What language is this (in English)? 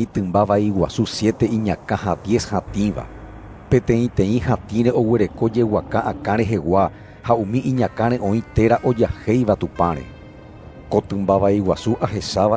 Guarani